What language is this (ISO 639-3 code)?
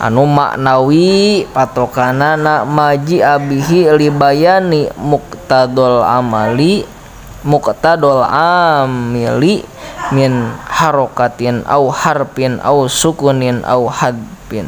sun